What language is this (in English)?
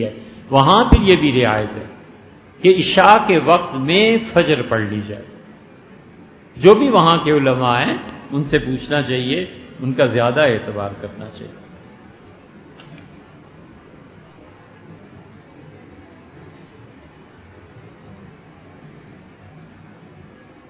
Urdu